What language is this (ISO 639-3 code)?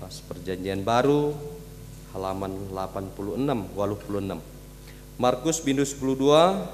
btx